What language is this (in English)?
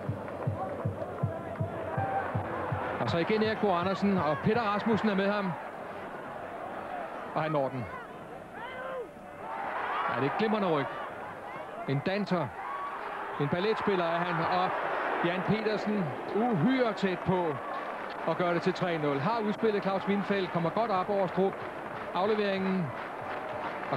Danish